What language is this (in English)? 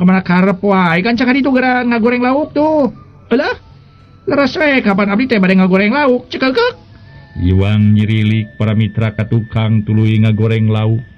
Sundanese